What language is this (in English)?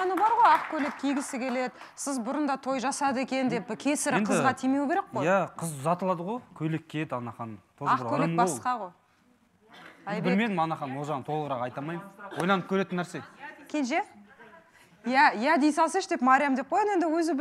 Kazakh